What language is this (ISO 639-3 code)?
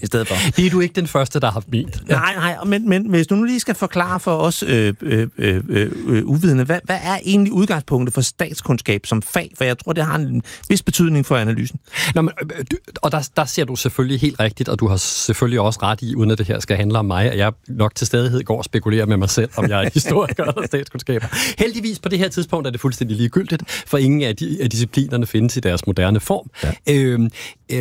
dan